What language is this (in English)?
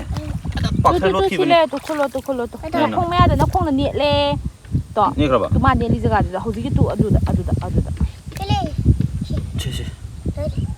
Manipuri